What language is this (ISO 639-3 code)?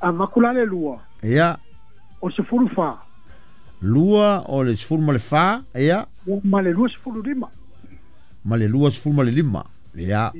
smo